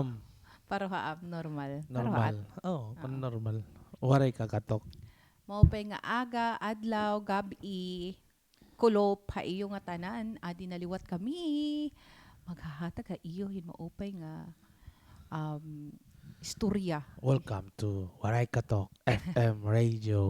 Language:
Waray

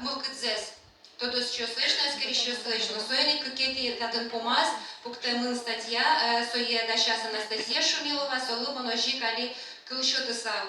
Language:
Udmurt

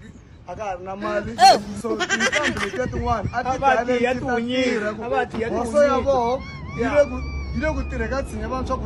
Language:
Tsonga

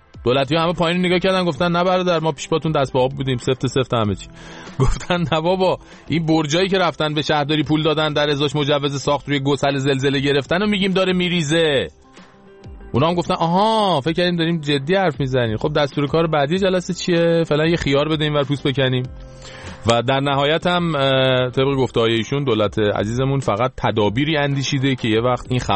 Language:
Persian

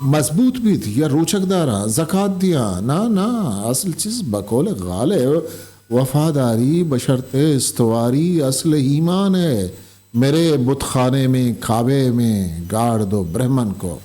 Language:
Eastern Balochi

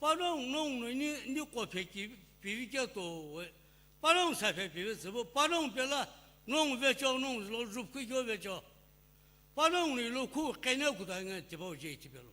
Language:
Sumi Naga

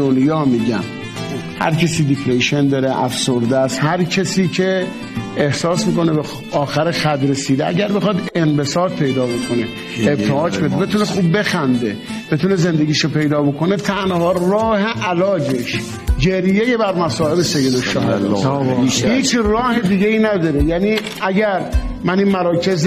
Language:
Persian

